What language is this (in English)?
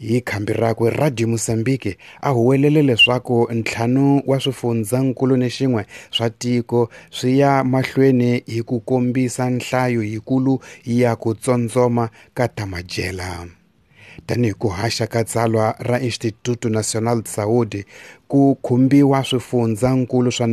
Tsonga